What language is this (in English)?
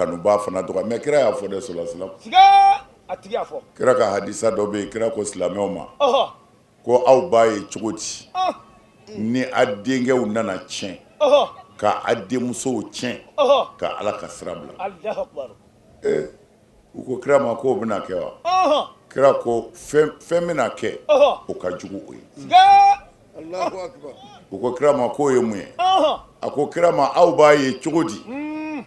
Bambara